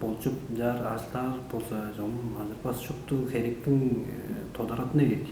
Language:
Tuvinian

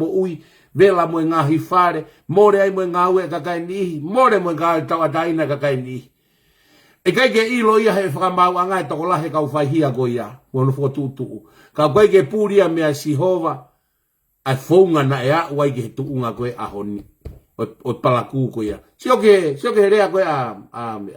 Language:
Tongan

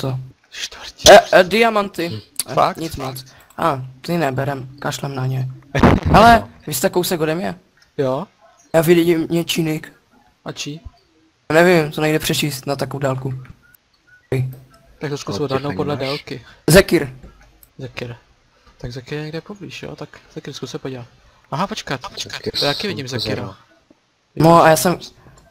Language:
Czech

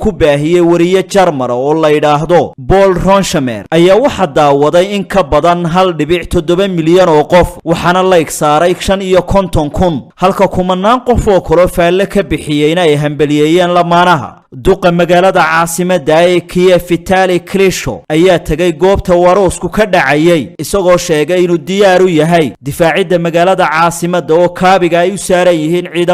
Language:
Somali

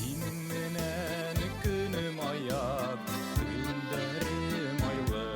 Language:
Bashkir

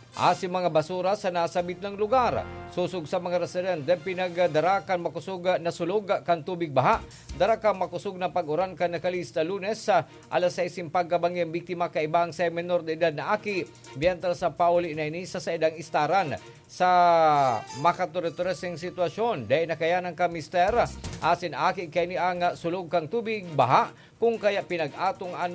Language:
Bikol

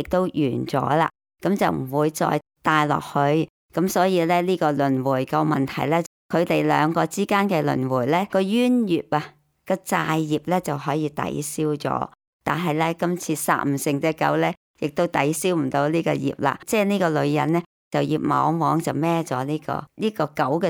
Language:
Cantonese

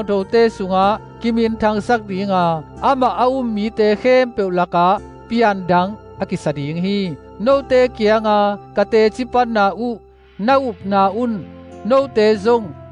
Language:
Tedim Chin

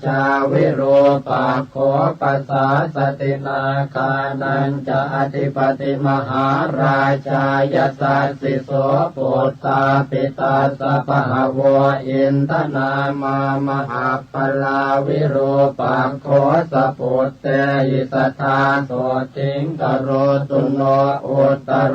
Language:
Pali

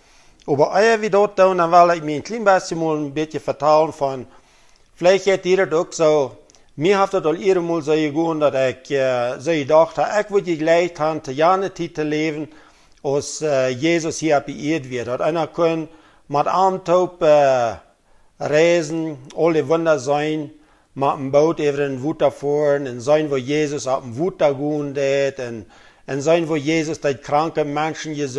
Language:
Plautdietsch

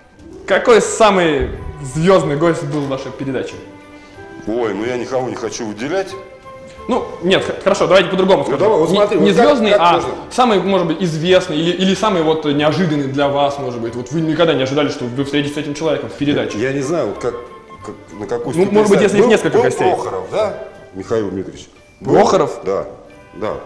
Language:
Russian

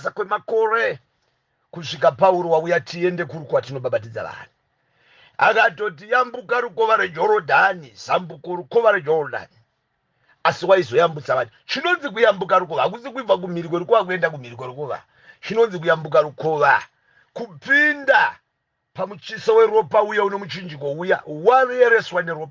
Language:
Shona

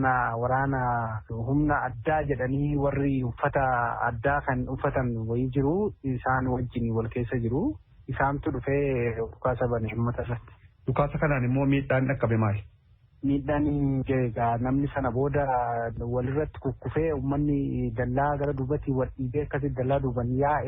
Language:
Oromo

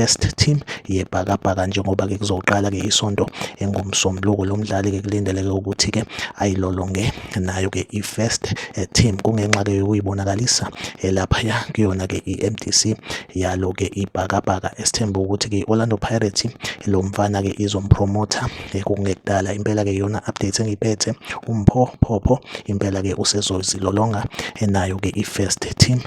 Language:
Zulu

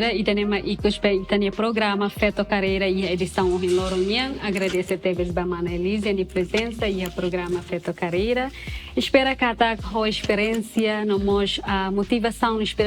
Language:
Tetum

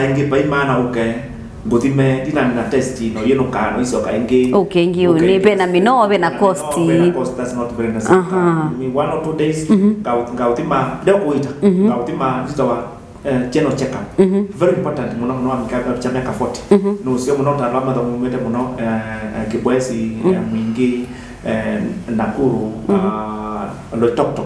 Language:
Kamba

